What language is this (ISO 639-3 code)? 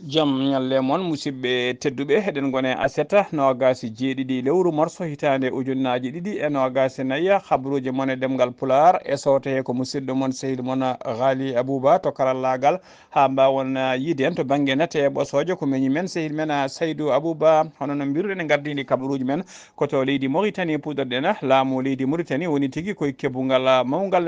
ful